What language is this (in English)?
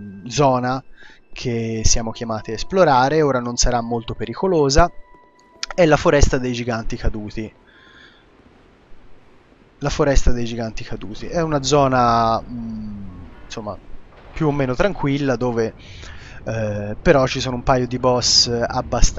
Italian